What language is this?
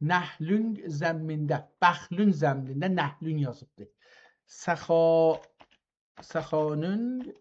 South Azerbaijani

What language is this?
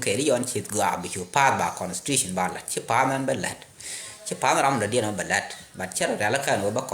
Nuer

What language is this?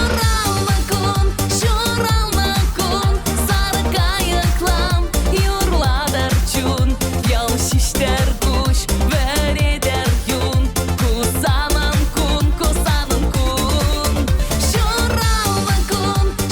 Chuvash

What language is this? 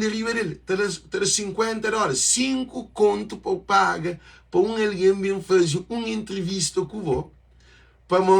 Kabuverdianu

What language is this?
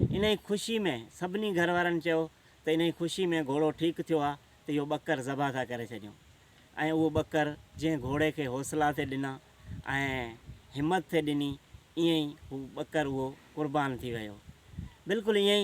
Sindhi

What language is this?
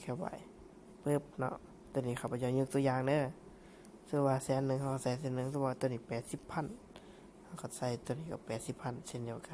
Lao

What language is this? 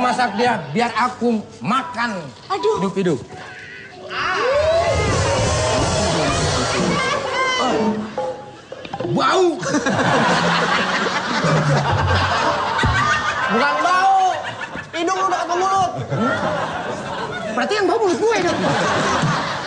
Indonesian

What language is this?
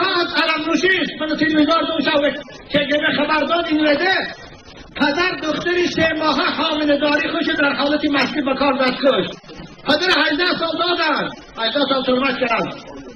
Tajik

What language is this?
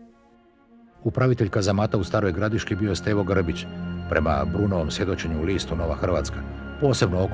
Croatian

